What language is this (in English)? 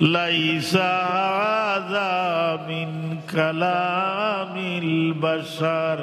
Sylheti